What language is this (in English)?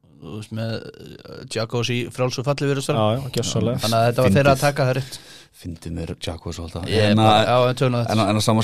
Icelandic